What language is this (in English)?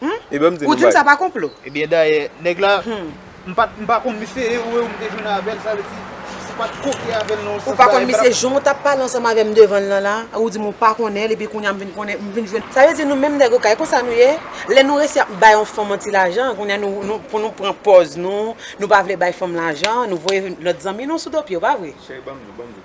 Haitian Creole